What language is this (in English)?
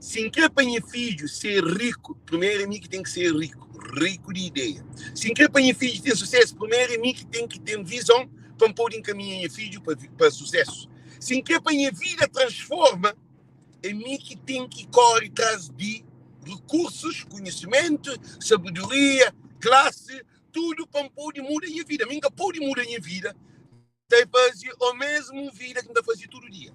Kabuverdianu